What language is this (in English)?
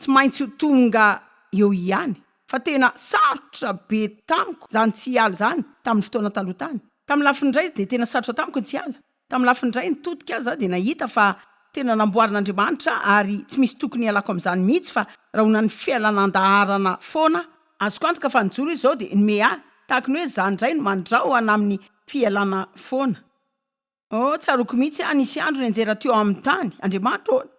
Malagasy